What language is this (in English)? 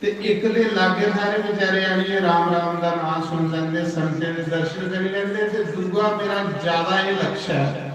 Dogri